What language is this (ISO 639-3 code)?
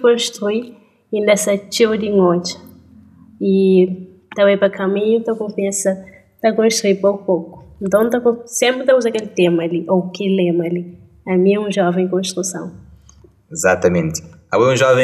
kea